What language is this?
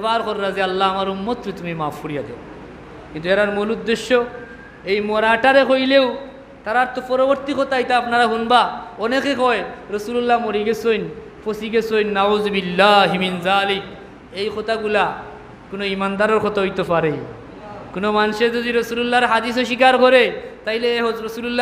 Sylheti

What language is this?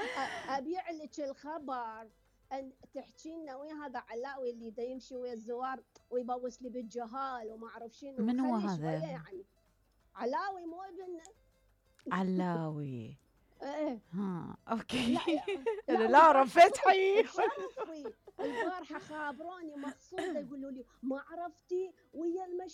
Mesopotamian Arabic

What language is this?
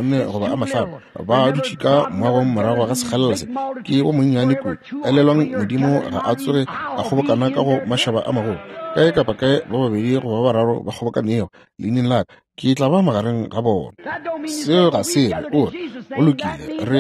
Northern Sotho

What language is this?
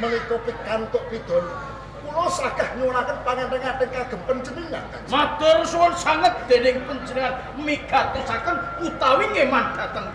Javanese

